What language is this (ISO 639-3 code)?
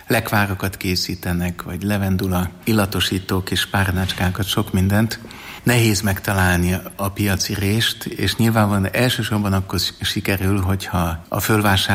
hun